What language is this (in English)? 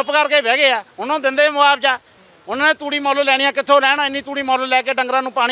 Punjabi